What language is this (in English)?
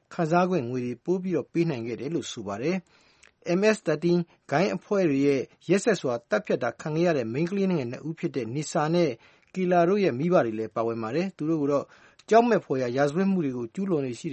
Burmese